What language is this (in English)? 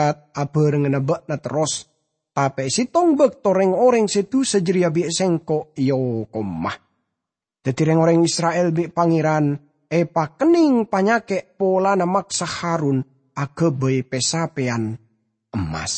Madurese